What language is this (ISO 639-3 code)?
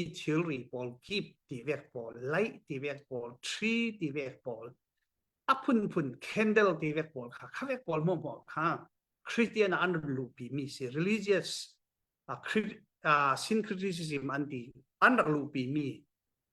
cfm